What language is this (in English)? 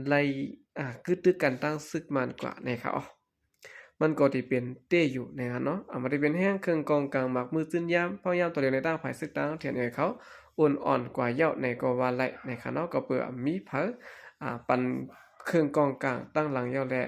Shan